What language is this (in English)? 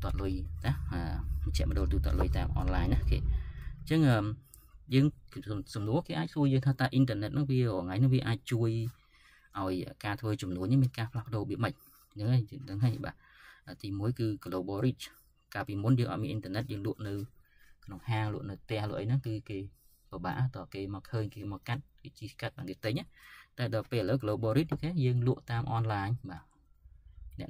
Khmer